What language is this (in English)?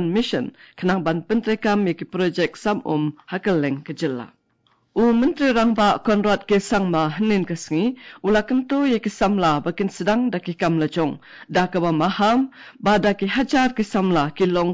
Khasi